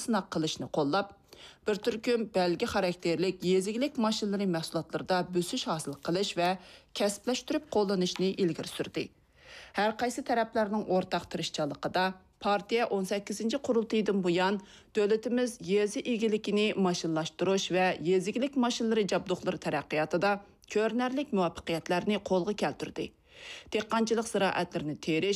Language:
Uyghur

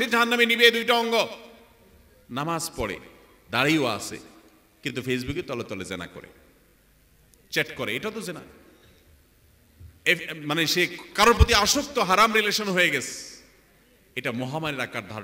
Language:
Bangla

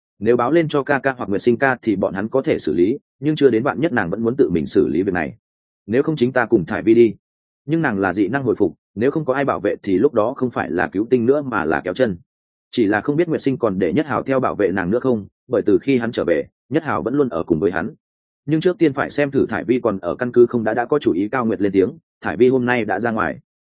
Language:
Vietnamese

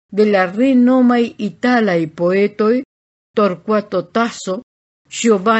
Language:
Esperanto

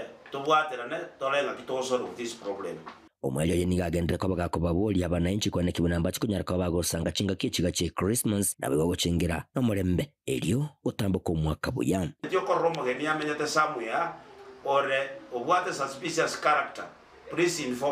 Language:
Gusii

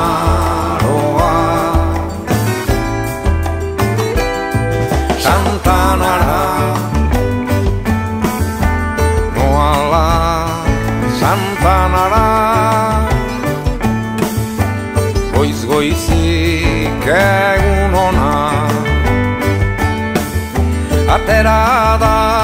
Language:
Basque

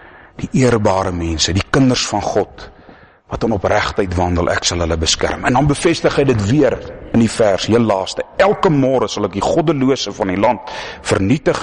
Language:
Afrikaans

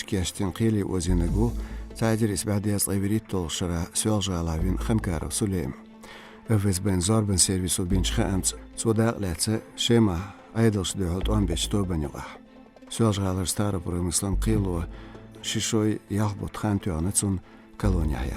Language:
Chechen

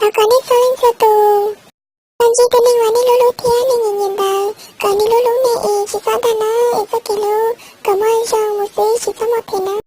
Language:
Hmong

